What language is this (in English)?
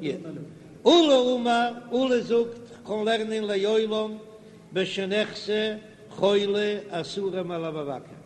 Yiddish